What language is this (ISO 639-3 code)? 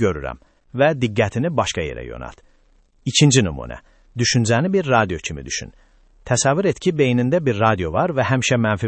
aze